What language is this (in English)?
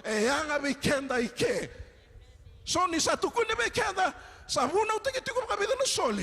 Fijian